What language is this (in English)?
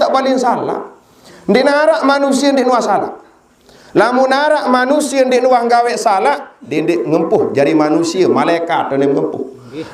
Sasak